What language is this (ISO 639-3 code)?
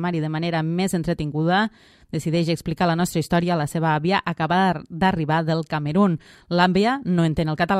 cat